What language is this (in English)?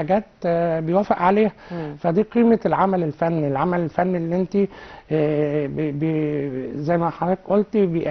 Egyptian Arabic